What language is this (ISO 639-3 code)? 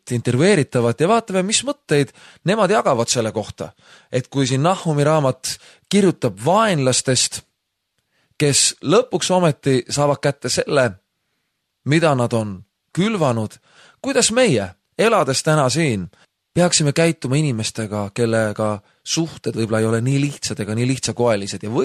est